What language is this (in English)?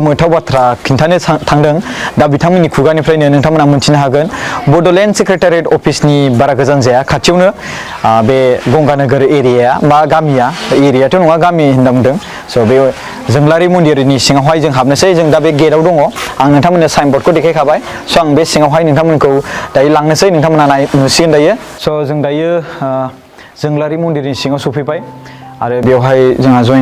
Bodo